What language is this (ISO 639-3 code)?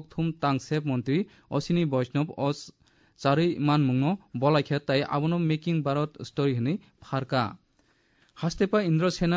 trp